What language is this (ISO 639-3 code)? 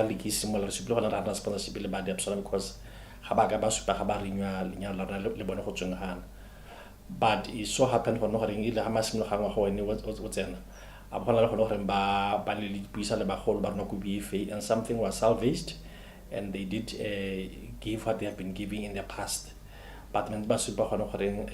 tsn